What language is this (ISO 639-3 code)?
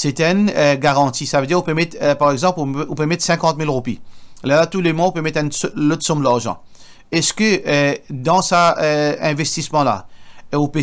mfe